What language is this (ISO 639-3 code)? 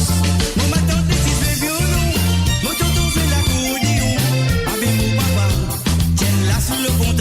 mfe